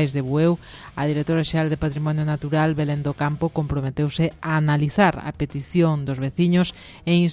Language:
Galician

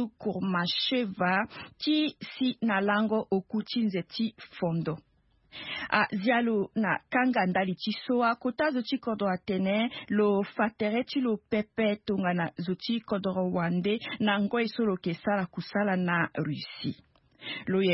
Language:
Sango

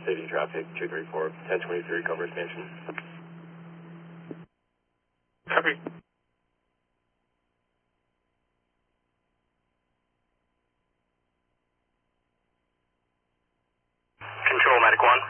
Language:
English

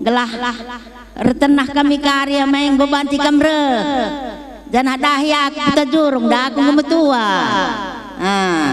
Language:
Batak Karo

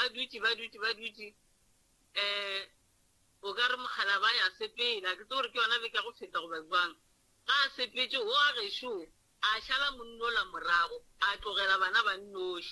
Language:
Northern Sotho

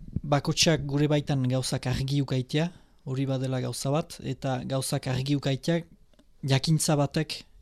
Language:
Basque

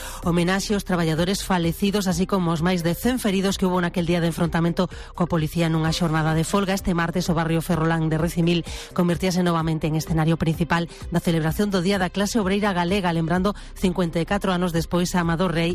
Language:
Galician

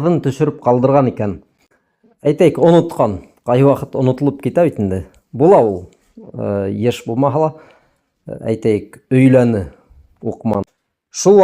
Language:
Bashkir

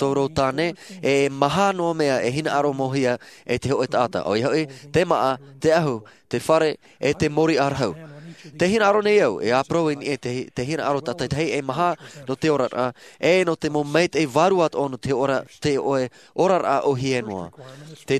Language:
Tahitian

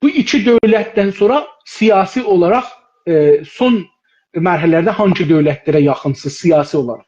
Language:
South Azerbaijani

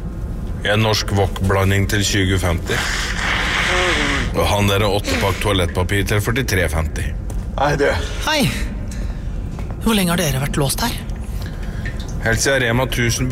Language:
Norwegian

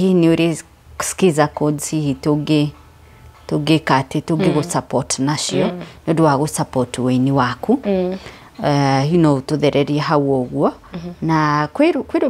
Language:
Kikuyu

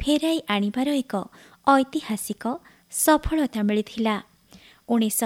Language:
Odia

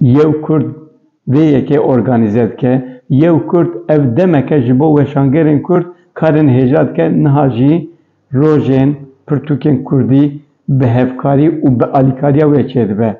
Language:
Kurdish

